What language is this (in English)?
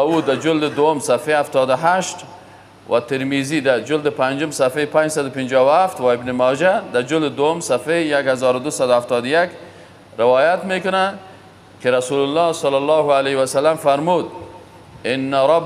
Persian